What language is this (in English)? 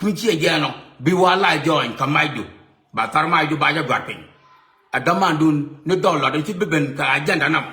Nuer